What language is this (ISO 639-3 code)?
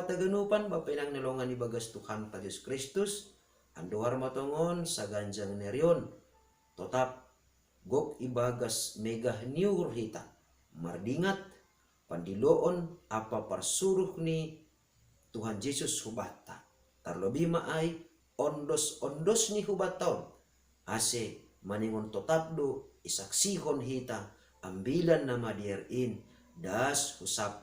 bts